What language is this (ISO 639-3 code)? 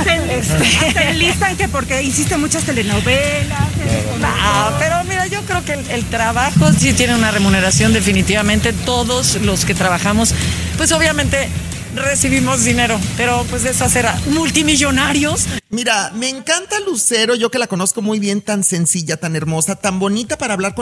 spa